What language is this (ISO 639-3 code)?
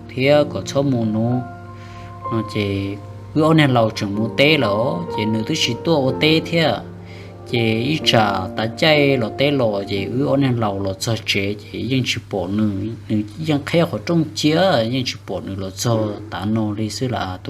hmn